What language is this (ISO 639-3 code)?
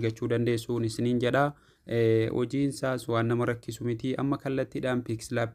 orm